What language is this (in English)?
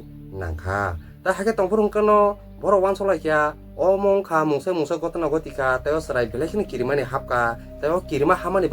Kok Borok